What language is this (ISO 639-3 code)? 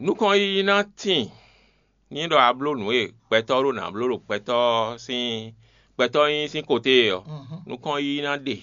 fon